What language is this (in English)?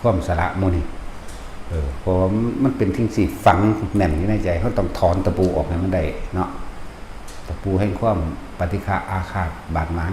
Northeastern Thai